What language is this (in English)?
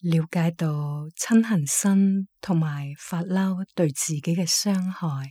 Cantonese